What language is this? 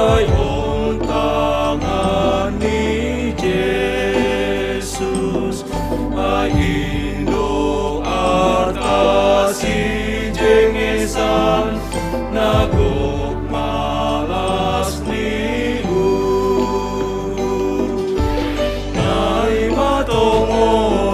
Batak Simalungun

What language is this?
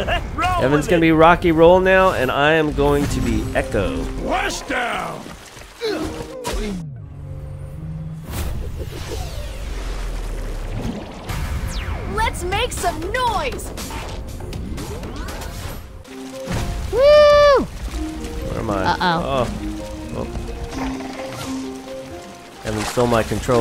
English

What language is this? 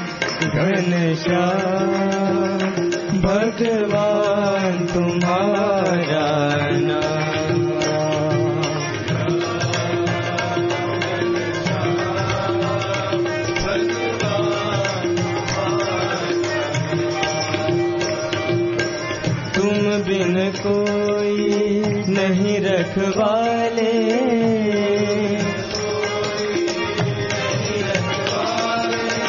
Hindi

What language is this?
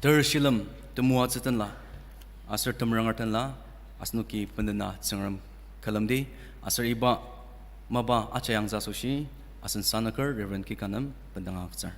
Ao Naga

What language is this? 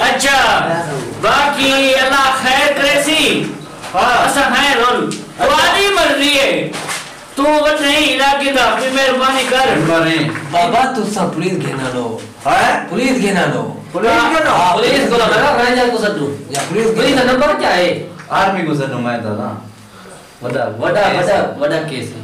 Saraiki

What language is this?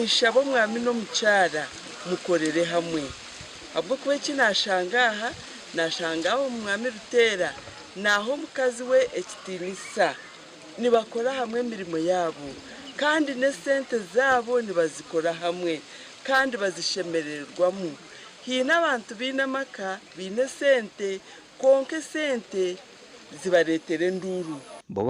Nyankole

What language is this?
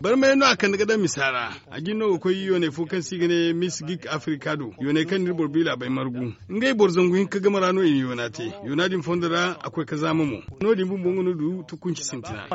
Zarma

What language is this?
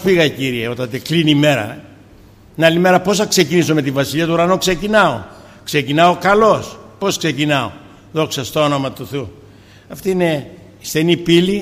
Greek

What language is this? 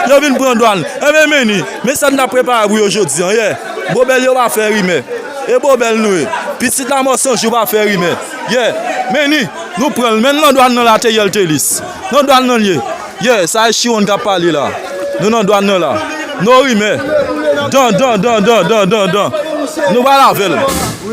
Haitian Creole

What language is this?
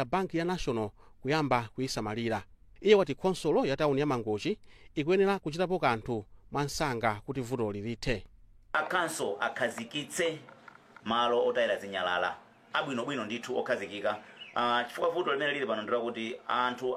Nyanja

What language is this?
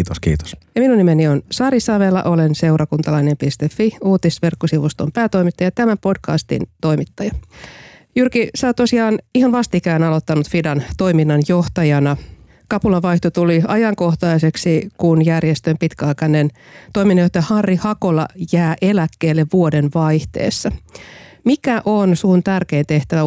Finnish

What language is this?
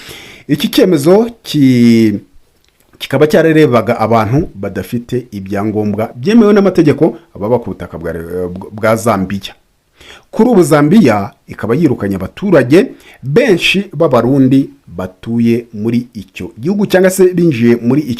Kinyarwanda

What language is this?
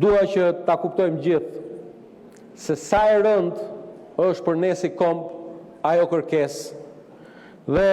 Albanian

